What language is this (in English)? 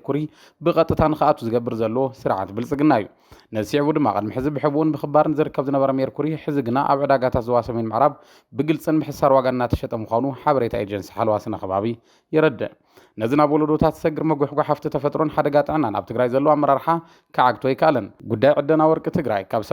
Tigrinya